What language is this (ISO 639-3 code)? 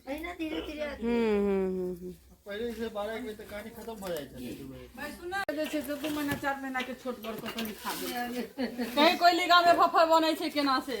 mai